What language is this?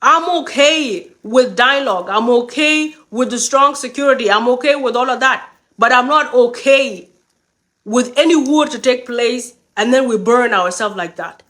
Nuer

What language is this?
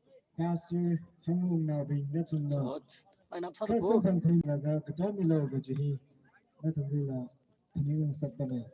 Tangkhul Naga (India)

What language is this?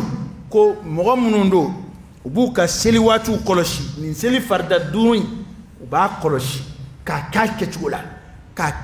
Dyula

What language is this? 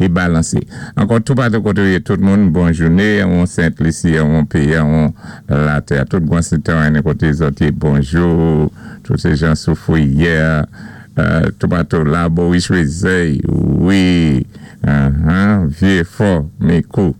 Saint Lucian Creole French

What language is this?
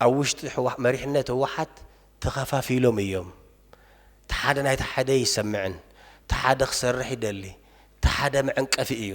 Tigrinya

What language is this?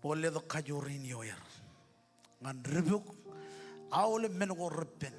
Marshallese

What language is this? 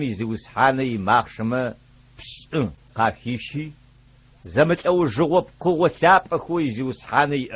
Adyghe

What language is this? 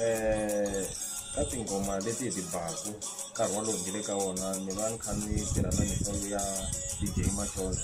Tsonga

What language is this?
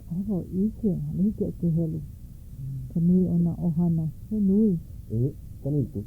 Hawaiian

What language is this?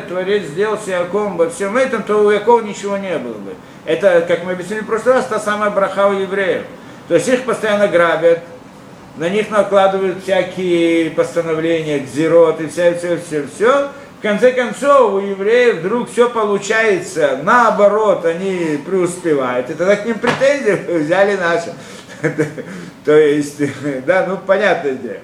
Russian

